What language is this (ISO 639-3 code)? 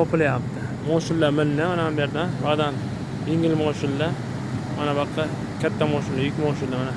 uzb